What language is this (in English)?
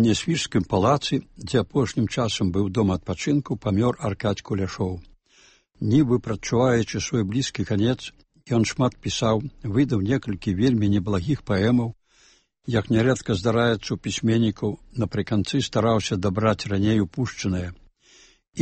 Belarusian